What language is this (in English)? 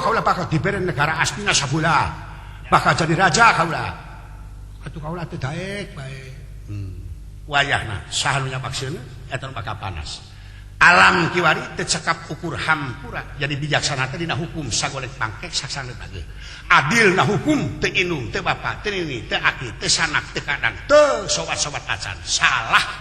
Sundanese